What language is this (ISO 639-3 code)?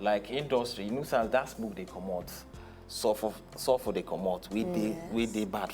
pcm